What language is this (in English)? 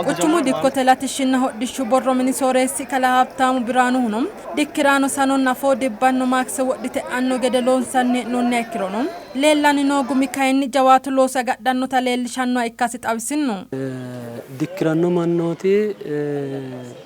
Sidamo